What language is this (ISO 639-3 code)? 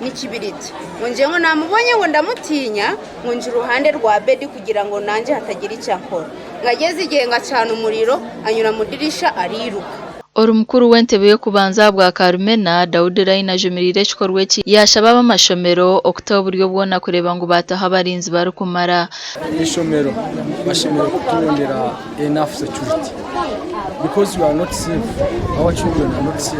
nyn